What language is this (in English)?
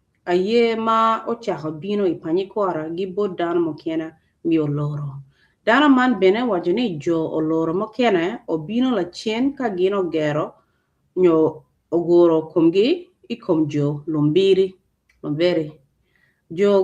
Acoli